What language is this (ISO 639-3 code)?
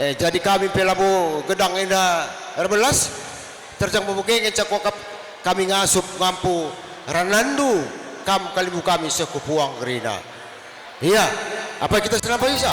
btx